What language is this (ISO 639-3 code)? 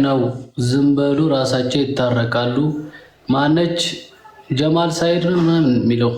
amh